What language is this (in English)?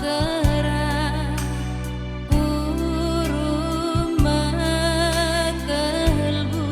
Batak Karo